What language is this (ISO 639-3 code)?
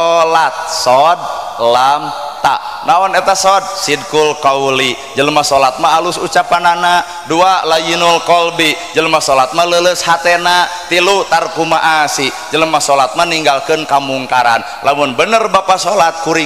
sun